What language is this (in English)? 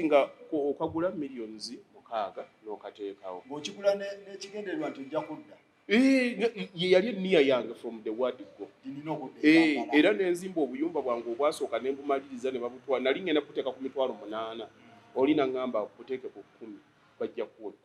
Ganda